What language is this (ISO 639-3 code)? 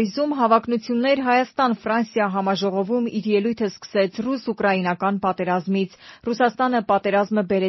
hye